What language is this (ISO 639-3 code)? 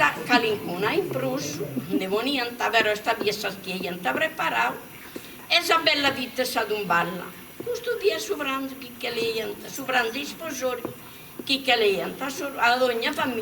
srd